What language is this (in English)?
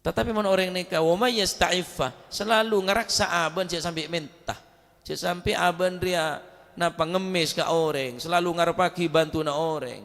Madurese